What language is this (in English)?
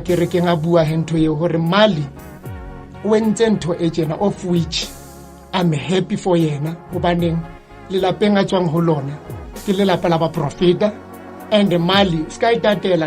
Southern Sotho